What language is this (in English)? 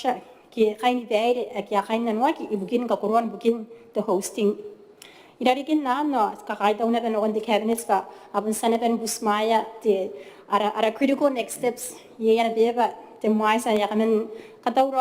Gilbertese